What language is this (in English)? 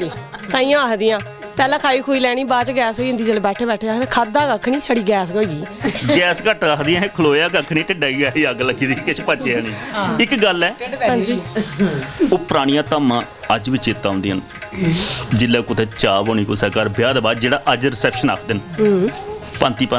Dogri